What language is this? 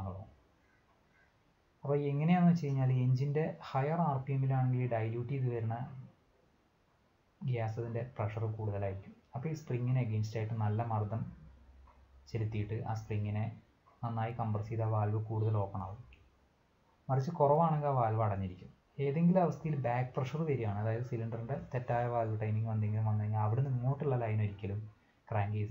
Malayalam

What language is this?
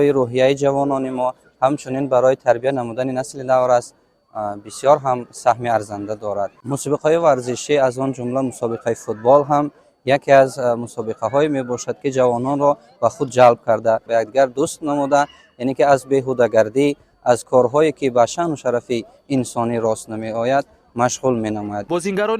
Tajik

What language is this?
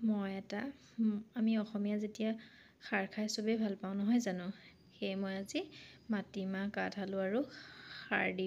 Assamese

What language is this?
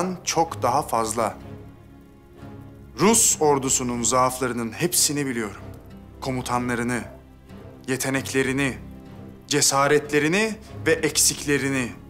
Turkish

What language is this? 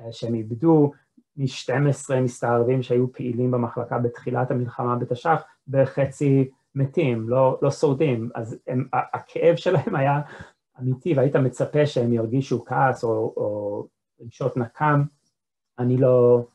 Hebrew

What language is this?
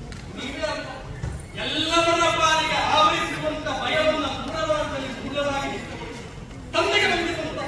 Kannada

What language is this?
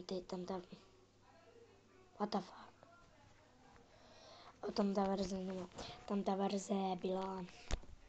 Czech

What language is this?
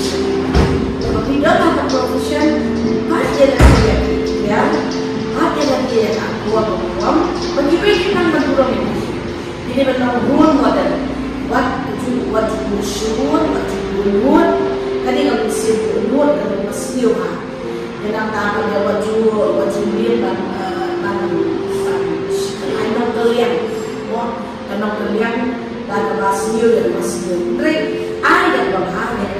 Khasi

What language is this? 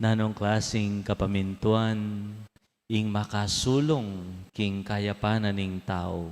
Pampanga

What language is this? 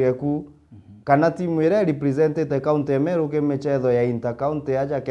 Meru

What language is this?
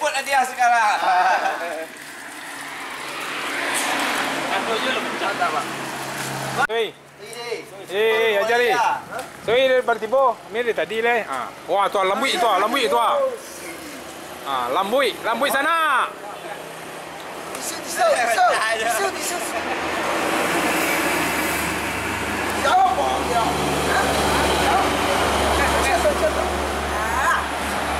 Malay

